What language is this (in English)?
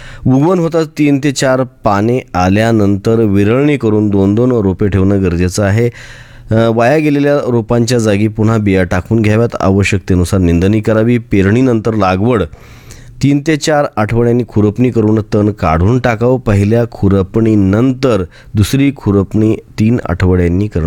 Marathi